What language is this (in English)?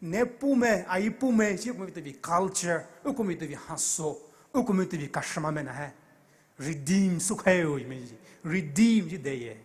Poumei Naga